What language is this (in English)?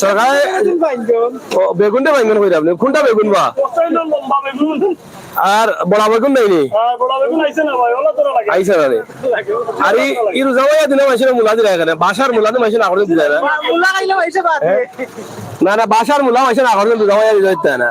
Sylheti